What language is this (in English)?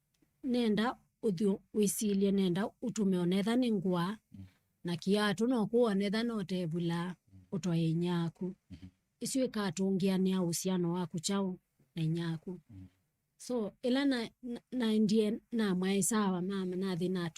Kamba